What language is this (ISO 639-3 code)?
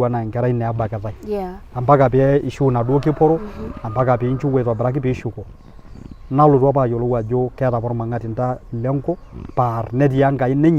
mas